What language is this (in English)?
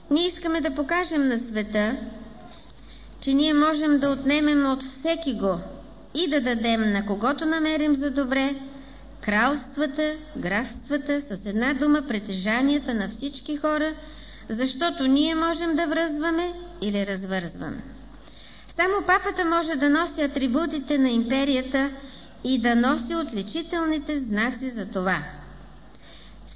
Bulgarian